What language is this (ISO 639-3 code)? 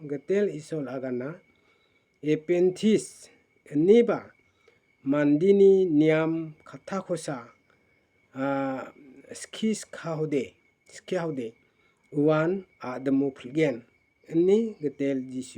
grt